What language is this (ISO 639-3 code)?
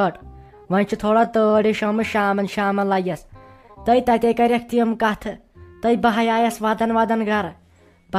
kas